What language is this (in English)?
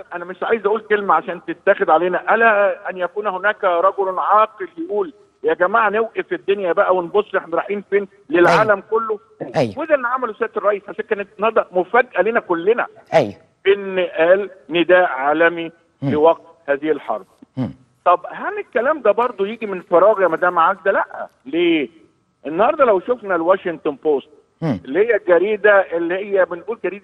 Egyptian Arabic